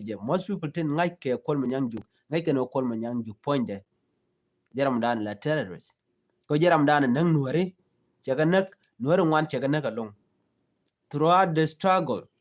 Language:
Nuer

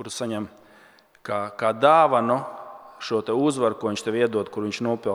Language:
Latvian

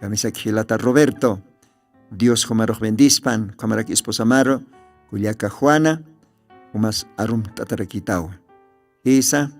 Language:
Aymara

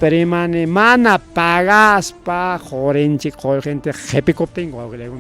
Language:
Ayacucho Quechua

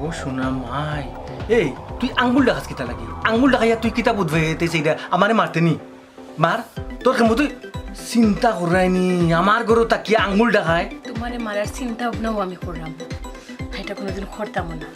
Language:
Sylheti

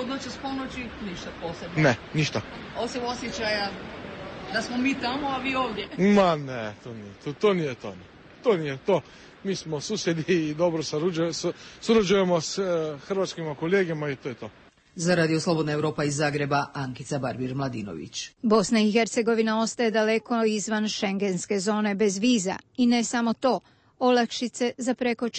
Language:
Croatian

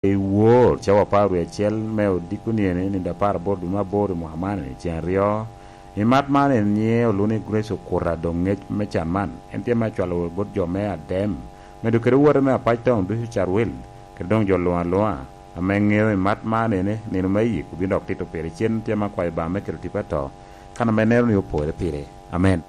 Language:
Lango (Uganda)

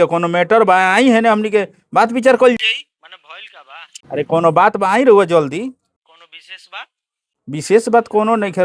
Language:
Bhojpuri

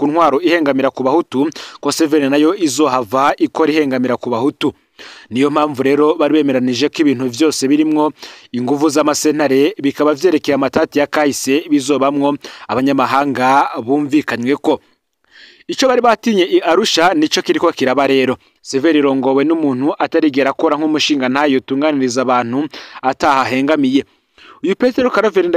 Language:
Rundi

